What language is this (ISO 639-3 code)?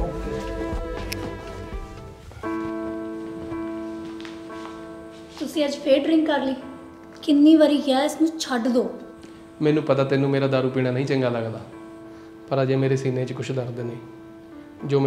pan